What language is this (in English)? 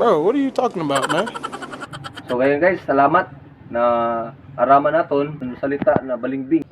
Cebuano